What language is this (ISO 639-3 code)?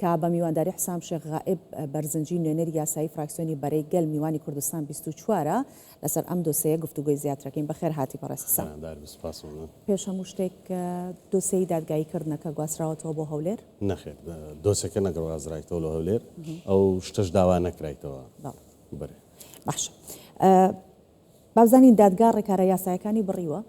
ckb